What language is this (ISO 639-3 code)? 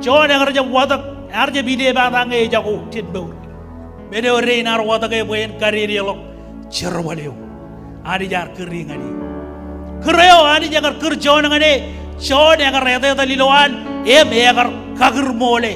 mah